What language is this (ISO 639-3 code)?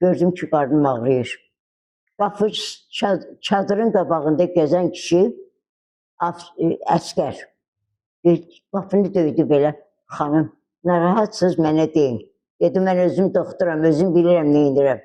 aze